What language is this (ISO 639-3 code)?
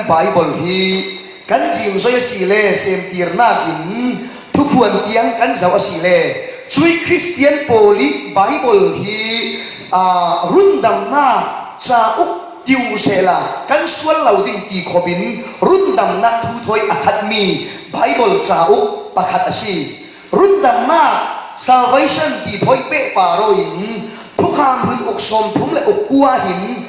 cfm